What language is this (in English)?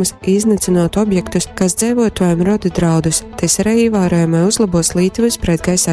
Latgalian